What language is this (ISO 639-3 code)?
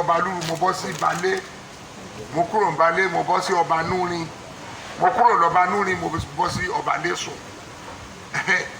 yor